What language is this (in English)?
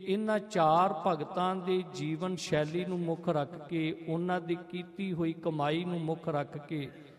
Punjabi